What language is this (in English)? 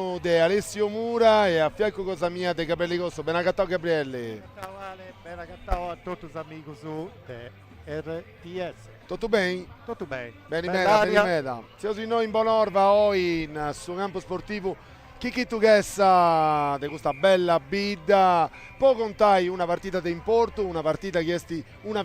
Sardinian